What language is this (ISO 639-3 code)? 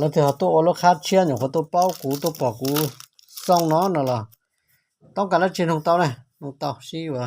hmn